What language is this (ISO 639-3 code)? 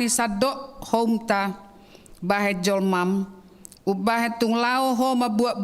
bbc